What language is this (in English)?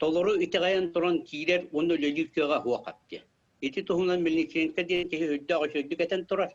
Yakut